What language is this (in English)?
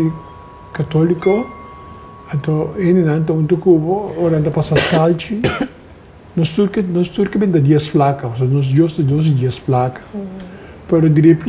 Papiamento